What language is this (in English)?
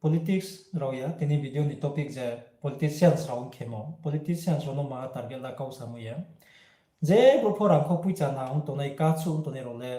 Riang (India)